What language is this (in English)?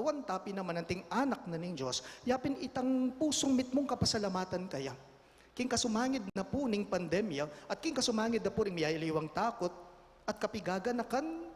Pampanga